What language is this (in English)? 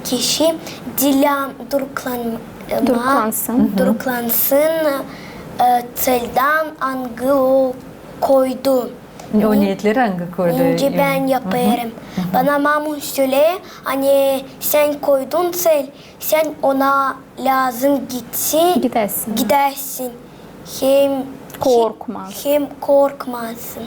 Gagauz